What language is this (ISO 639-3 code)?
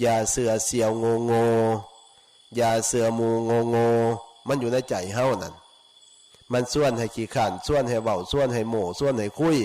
tts